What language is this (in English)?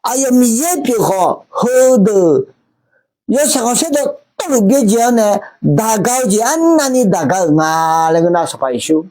Akha